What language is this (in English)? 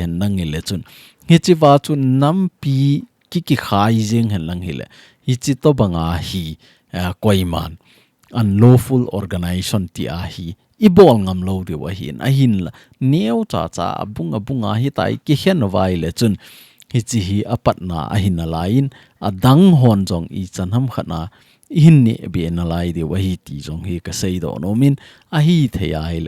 Thado Chin